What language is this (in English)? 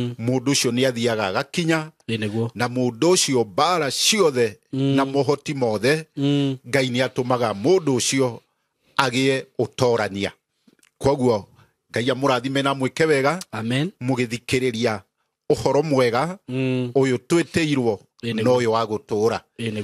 Kikuyu